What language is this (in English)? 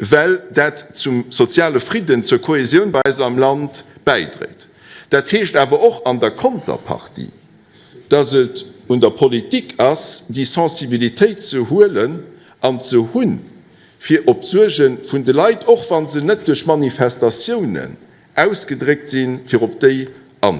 Luxembourgish